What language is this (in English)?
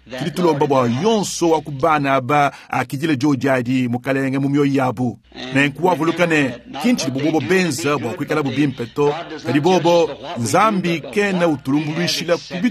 Luba-Lulua